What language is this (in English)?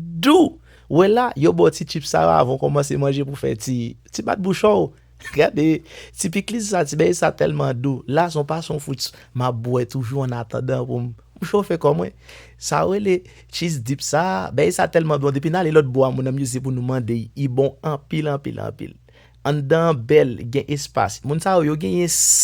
Haitian Creole